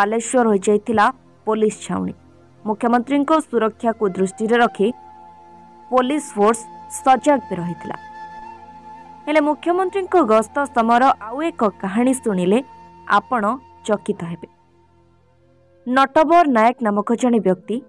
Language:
Odia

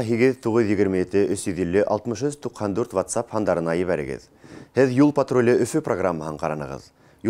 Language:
Bashkir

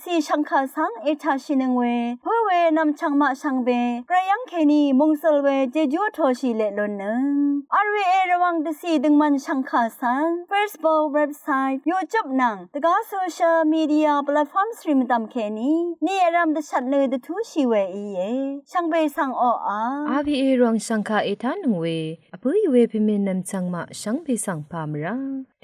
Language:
Rawang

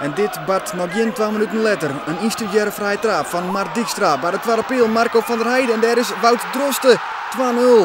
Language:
Western Frisian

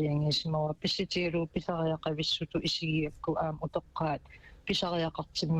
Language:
Kalaallisut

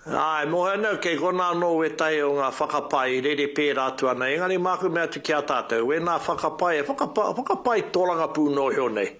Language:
Māori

